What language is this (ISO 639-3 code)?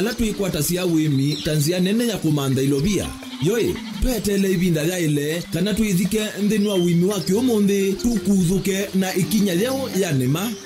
kam